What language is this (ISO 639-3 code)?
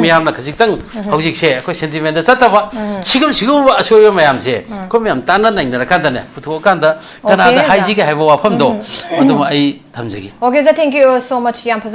mni